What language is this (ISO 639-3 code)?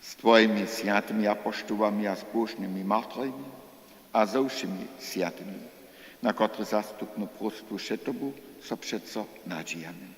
hsb